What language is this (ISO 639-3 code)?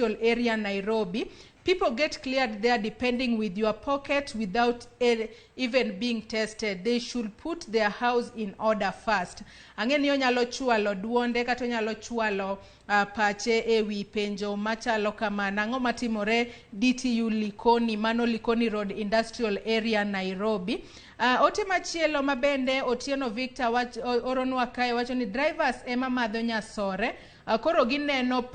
luo